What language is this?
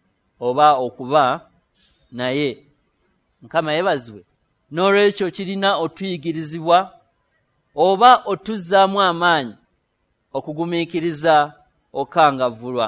Ganda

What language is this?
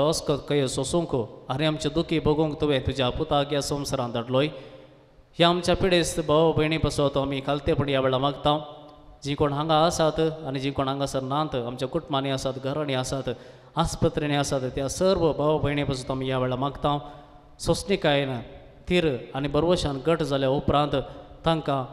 Konkani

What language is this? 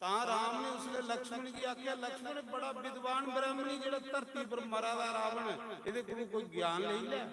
Dogri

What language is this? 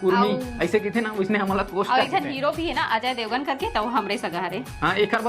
Chhattisgarhi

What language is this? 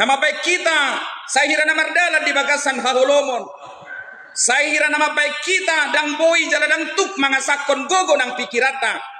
Batak Toba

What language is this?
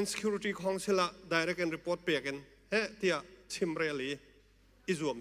Hakha Chin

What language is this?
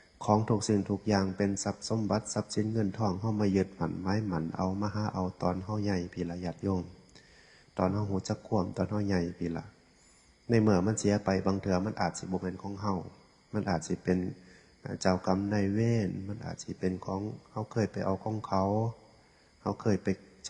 Northeastern Thai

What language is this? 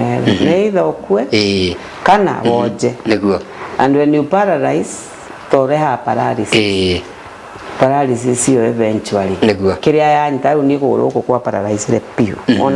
Kikuyu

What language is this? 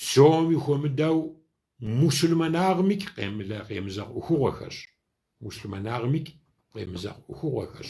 Kabardian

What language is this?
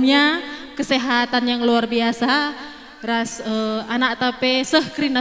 Batak Karo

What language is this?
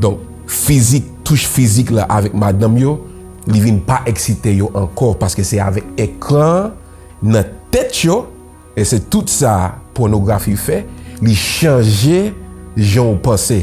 Haitian Creole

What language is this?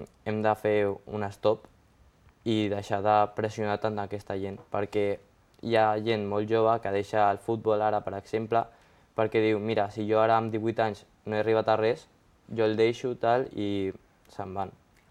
Catalan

